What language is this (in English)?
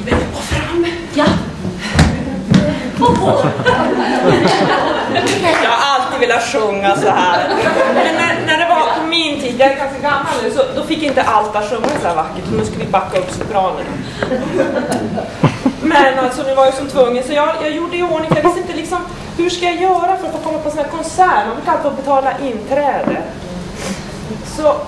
Swedish